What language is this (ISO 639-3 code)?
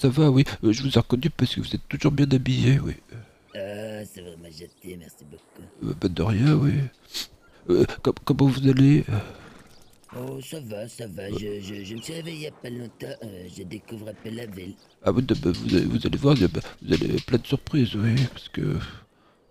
fra